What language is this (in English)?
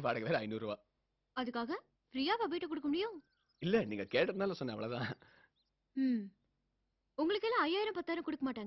Tamil